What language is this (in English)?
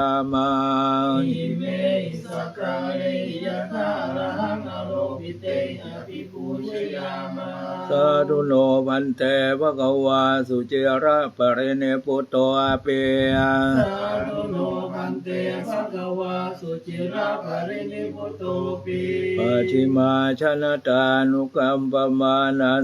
Pali